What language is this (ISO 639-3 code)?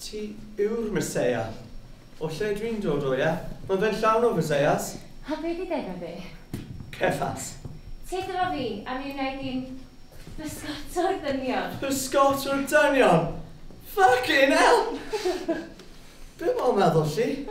cym